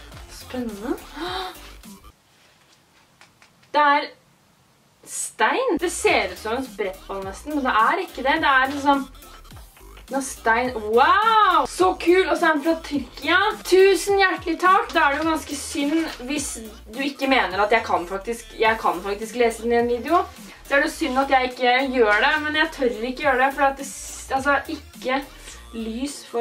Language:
Norwegian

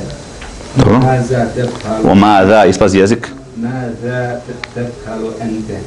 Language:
Bosnian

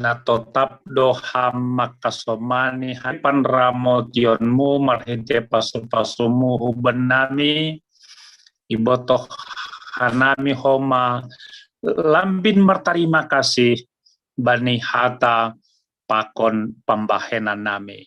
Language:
Batak Simalungun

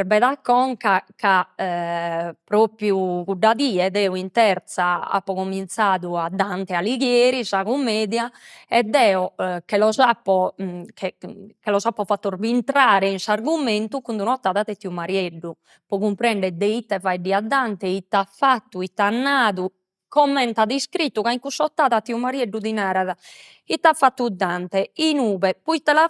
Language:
Sardinian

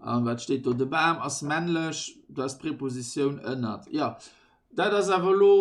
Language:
Luxembourgish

